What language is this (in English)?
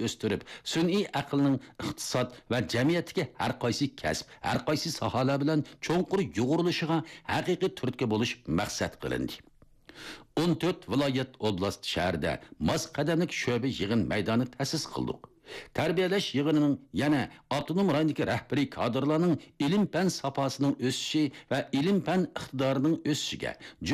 Uyghur